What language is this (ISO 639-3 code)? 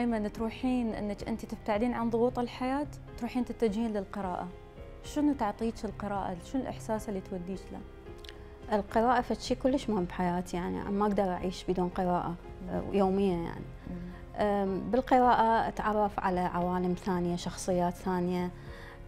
acm